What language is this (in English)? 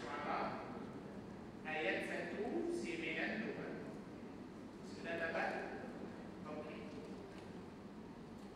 Malay